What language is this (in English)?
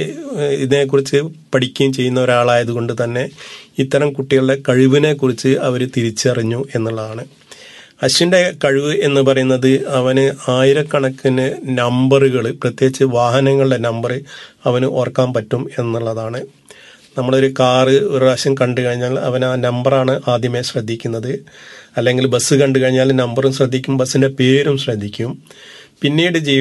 Malayalam